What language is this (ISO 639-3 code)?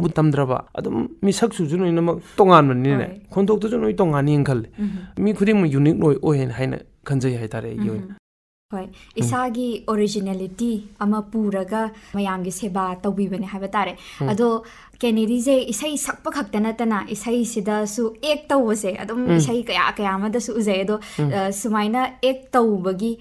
mni